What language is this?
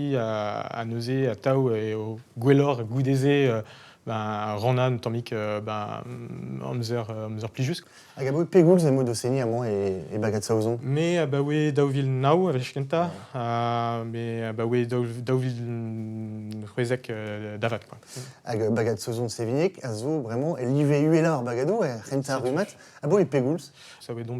Breton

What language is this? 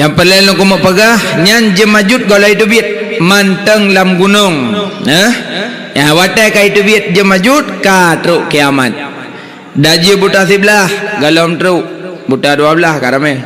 Achinese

